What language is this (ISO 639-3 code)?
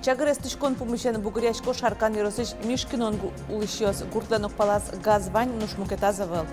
udm